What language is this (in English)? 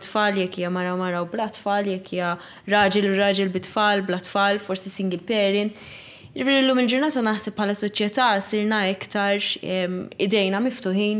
Maltese